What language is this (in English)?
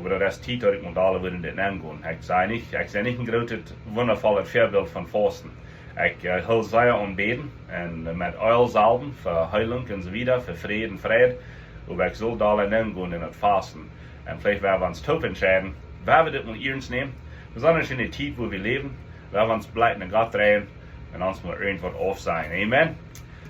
Plautdietsch